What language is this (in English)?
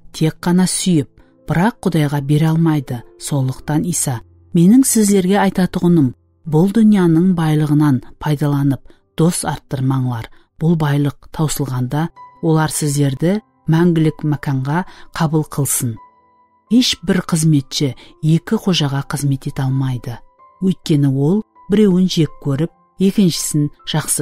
Kara-Kalpak